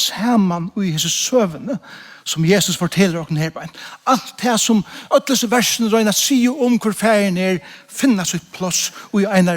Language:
Faroese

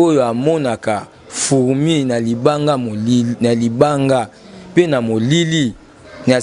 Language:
Lingala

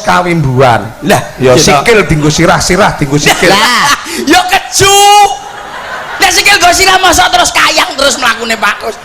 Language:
Javanese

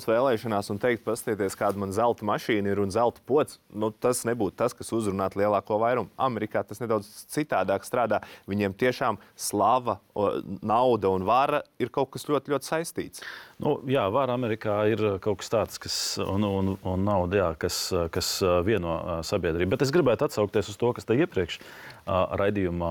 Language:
Latvian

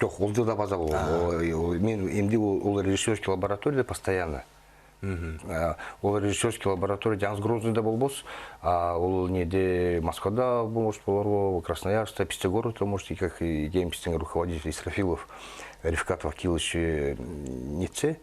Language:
Southern Altai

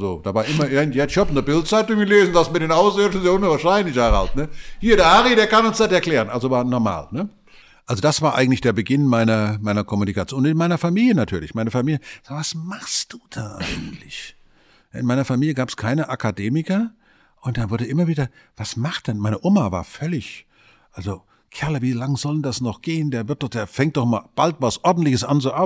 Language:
German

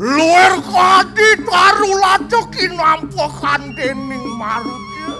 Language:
Balinese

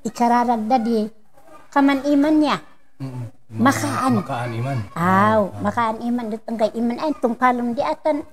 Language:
Kankanaey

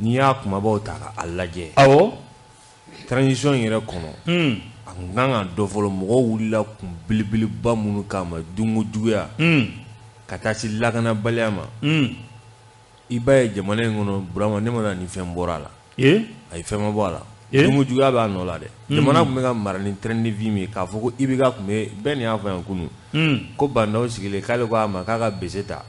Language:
Bambara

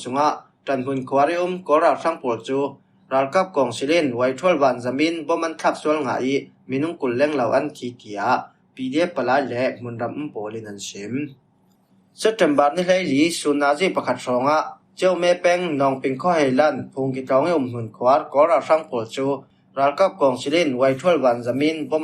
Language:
Falam Chin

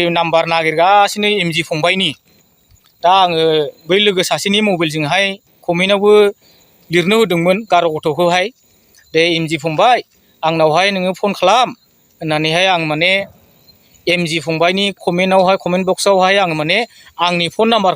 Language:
Bodo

